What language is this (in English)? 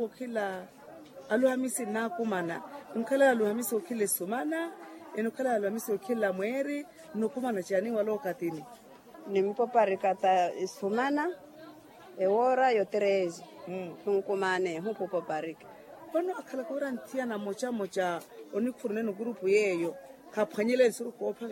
Makhuwa